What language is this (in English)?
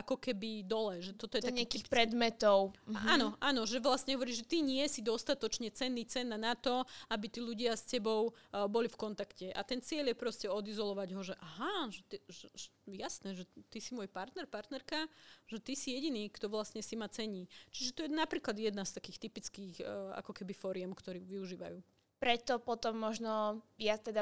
Slovak